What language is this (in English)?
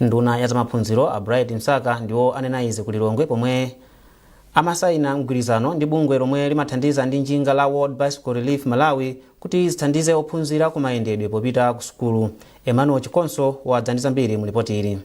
Nyanja